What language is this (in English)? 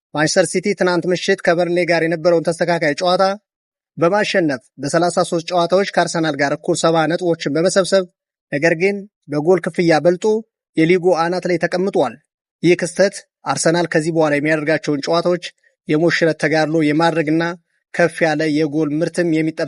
Amharic